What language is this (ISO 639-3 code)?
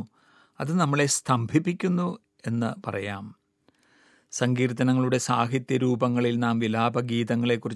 mal